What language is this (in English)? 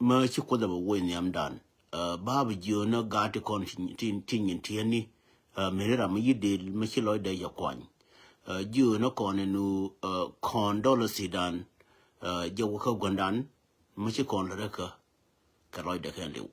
Nuer